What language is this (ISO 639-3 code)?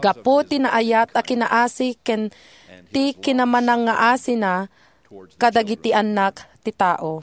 ilo